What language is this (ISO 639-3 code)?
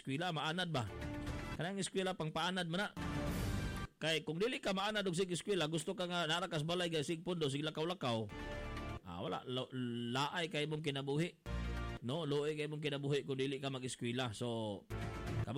ceb